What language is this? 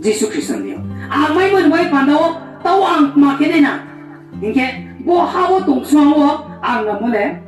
Riang (India)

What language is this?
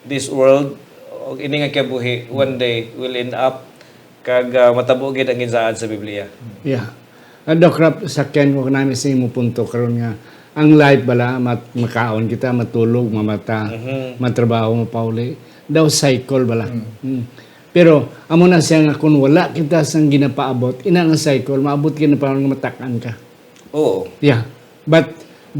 Hiligaynon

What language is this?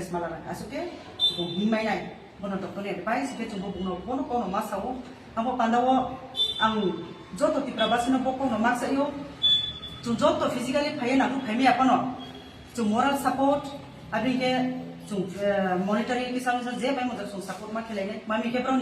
Kok Borok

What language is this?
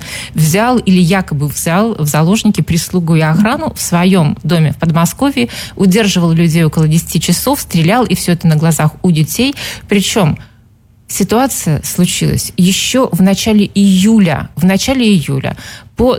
Russian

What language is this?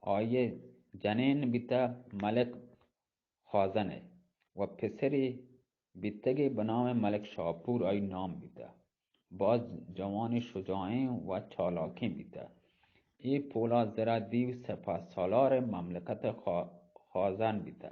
Eastern Balochi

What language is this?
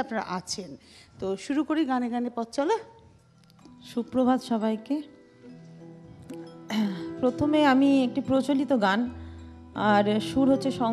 Bangla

